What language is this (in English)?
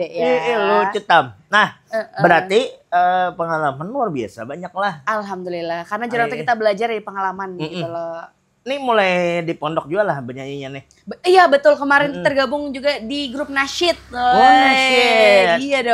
Banjar